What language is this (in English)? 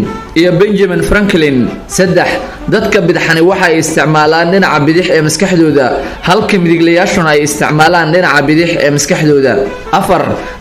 Somali